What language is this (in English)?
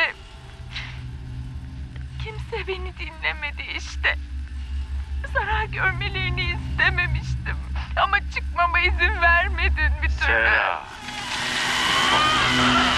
Turkish